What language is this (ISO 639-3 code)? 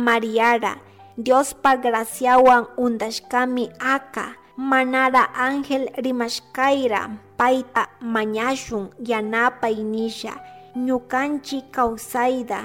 qug